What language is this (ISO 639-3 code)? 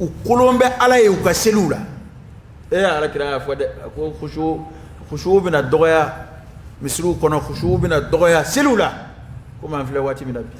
dyu